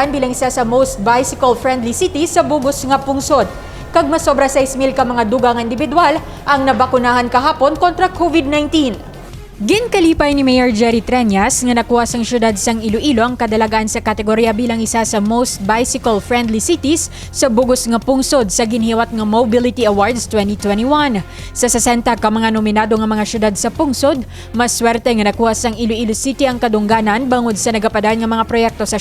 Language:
Hiligaynon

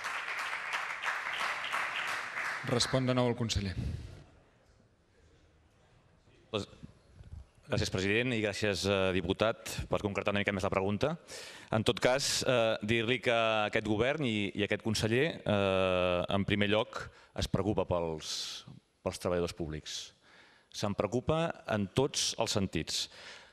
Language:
Catalan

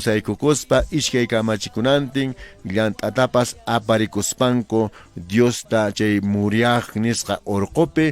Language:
Quechua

